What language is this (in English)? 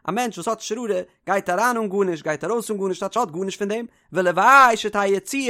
Yiddish